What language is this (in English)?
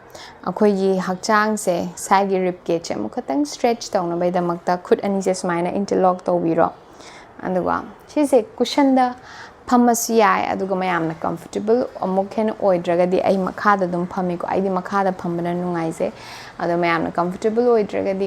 Manipuri